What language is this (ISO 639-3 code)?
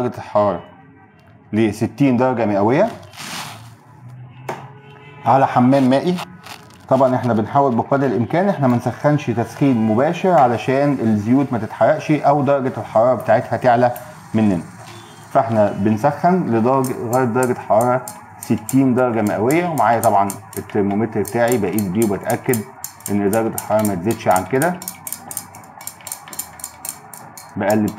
arz